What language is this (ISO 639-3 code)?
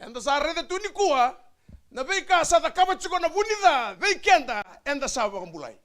fij